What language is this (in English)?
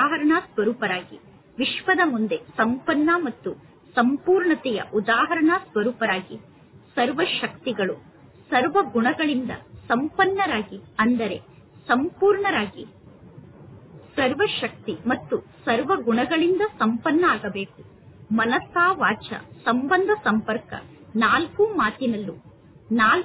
Kannada